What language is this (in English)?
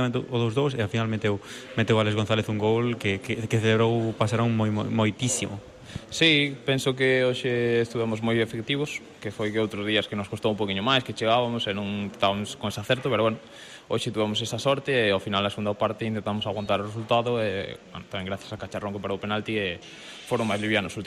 Galician